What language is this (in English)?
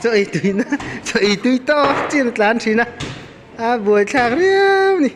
Mizo